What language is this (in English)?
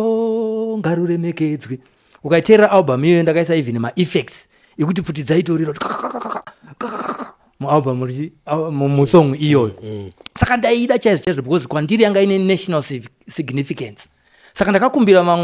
Shona